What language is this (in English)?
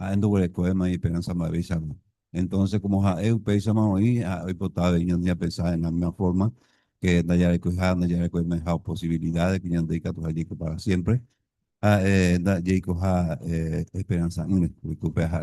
Guarani